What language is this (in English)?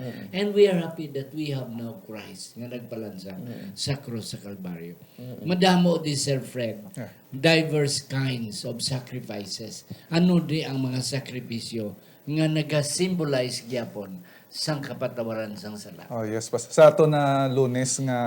Hiligaynon